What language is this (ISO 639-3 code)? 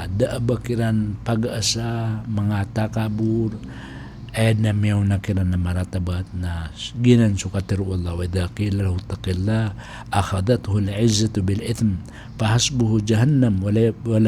mrw